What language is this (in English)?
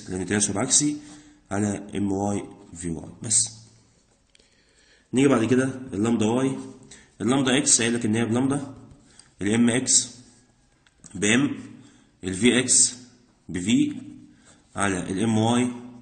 Egyptian Arabic